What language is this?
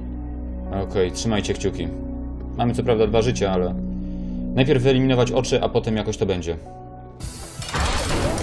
Polish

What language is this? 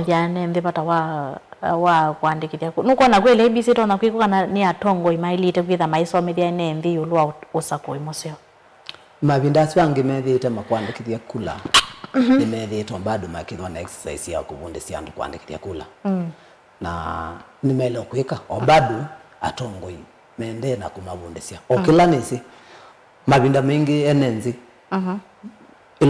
Kamba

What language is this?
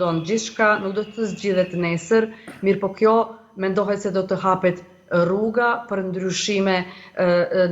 Albanian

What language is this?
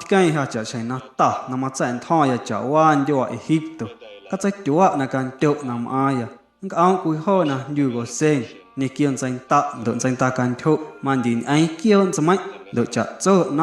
Guerrero Amuzgo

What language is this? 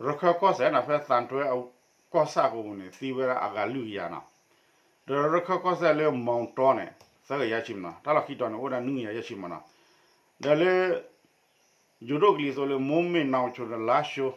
S'gaw Karen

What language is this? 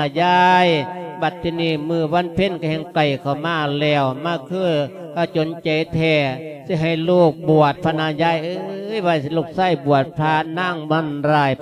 Lao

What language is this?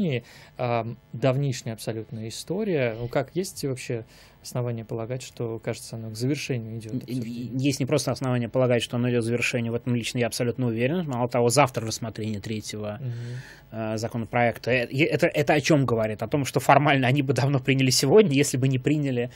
Russian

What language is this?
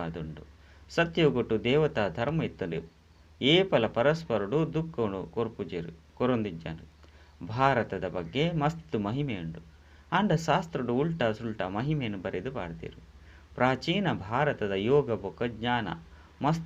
Tulu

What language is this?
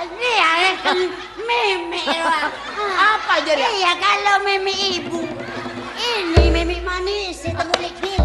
Madurese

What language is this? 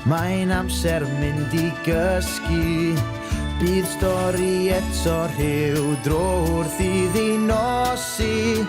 Welsh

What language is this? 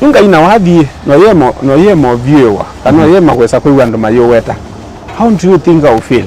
Kamba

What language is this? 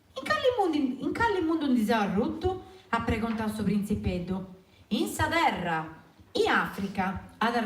Sardinian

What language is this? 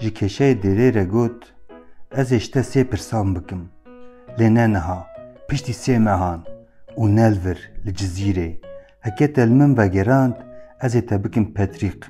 Kurdish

